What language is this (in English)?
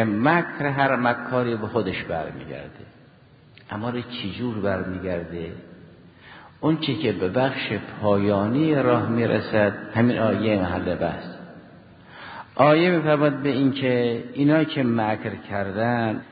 Persian